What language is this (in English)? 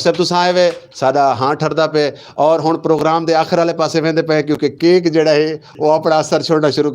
Saraiki